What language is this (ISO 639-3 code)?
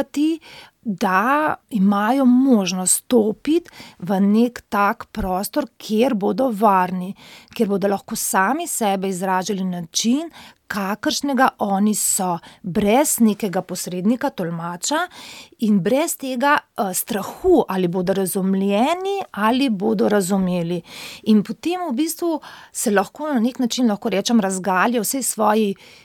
slv